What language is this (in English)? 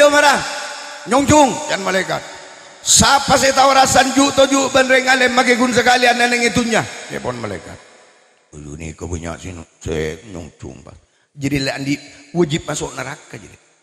Madurese